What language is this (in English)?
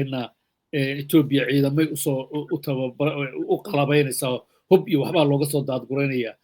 Somali